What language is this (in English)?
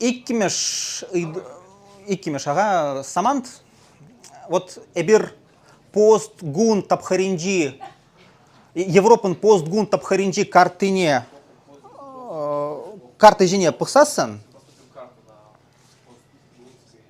Chuvash